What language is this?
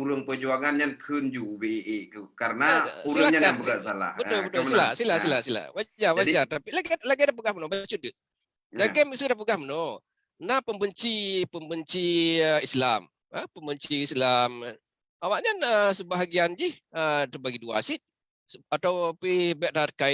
Achinese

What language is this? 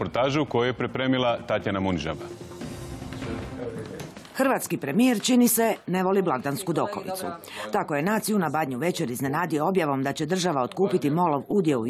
Croatian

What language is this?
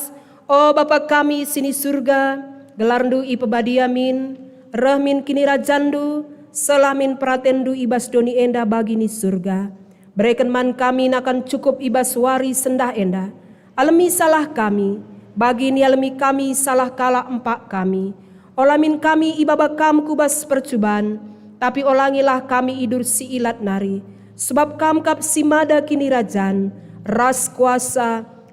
Batak Karo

